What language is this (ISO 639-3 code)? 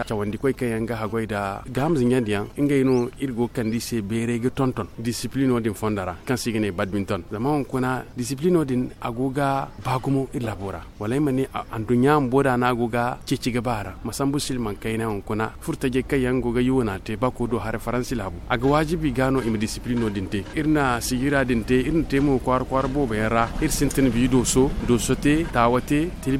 dje